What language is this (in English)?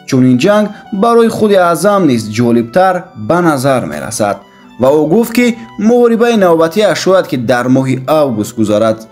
Tajik